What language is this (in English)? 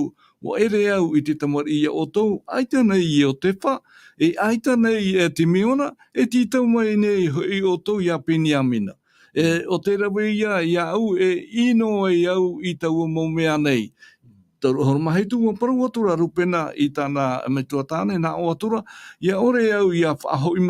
Tahitian